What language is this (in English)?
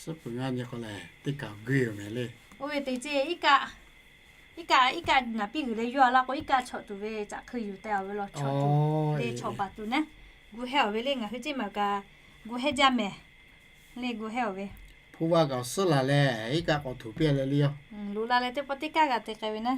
Lahu